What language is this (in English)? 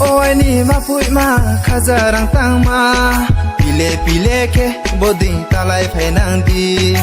Kok Borok